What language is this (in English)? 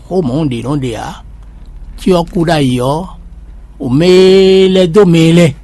Fon